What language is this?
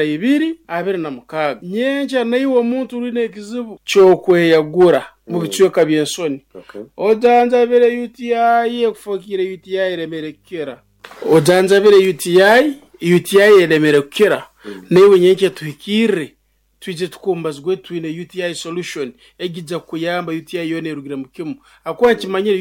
Nyoro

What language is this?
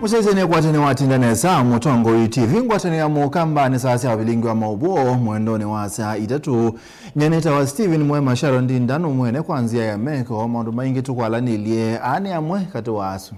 Kamba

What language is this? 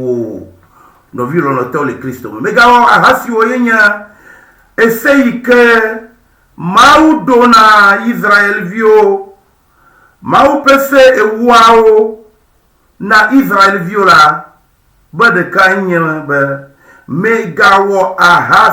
Ewe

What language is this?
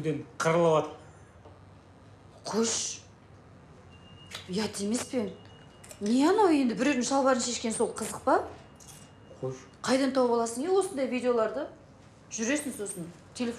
Kazakh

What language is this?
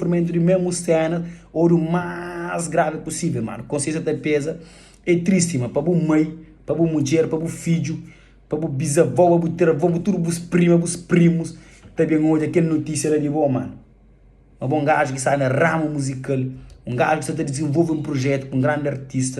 Kabuverdianu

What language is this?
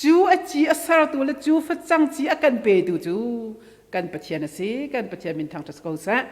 Hakha Chin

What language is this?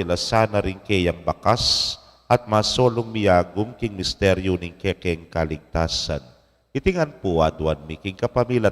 Pampanga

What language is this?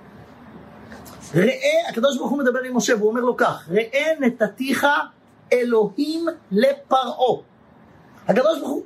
Hebrew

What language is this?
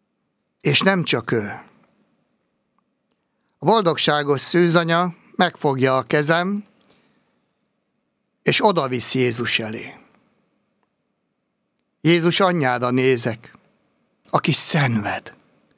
Hungarian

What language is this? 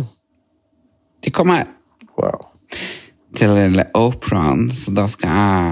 Norwegian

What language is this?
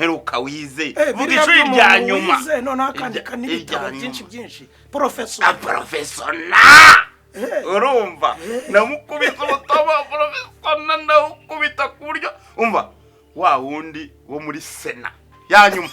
Kinyarwanda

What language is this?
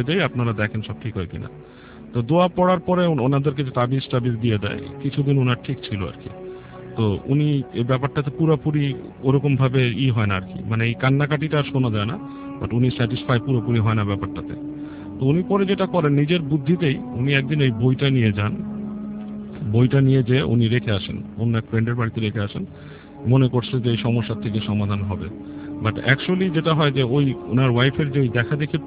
Bangla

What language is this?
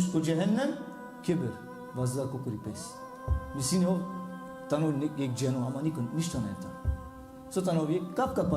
Balkan Romani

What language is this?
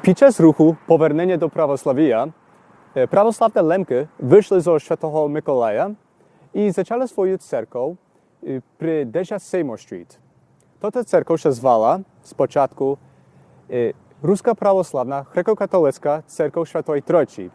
Rusyn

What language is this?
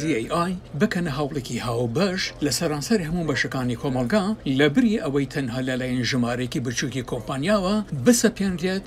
Central Kurdish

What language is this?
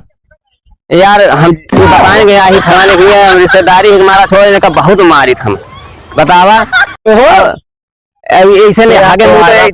Awadhi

